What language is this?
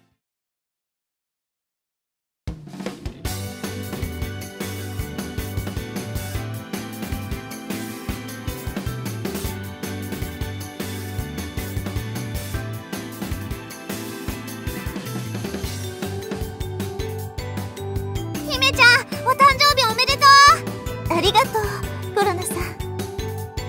Japanese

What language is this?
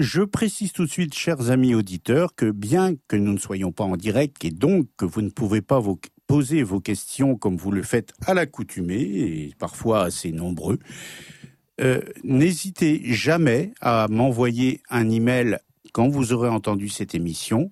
French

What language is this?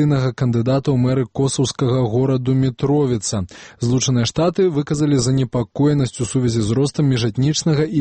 Belarusian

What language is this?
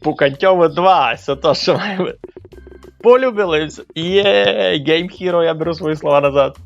Rusyn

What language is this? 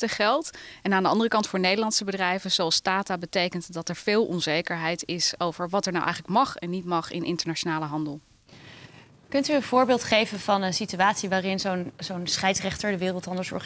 Dutch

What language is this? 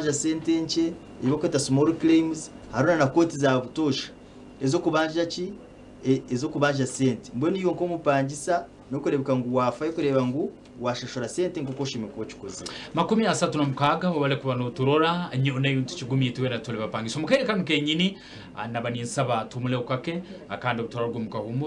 Nyankole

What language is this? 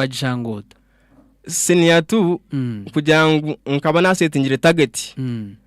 Nyankole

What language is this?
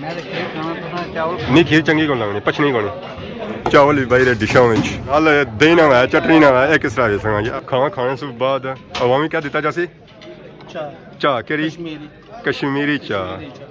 Pahari-Potwari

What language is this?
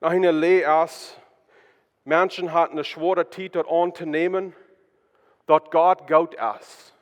Plautdietsch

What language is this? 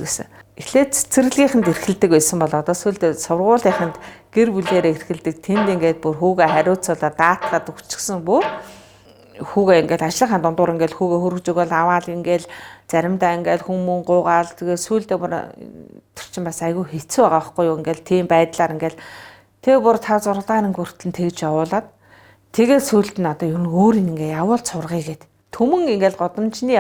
Mongolian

